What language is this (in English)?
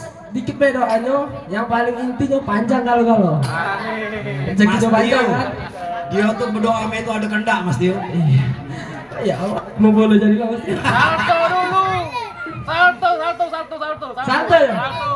Musi